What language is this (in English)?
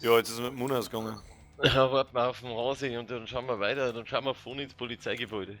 Bavarian